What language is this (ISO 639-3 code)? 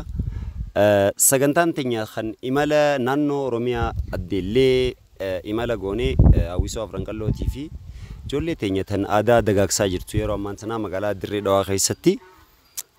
orm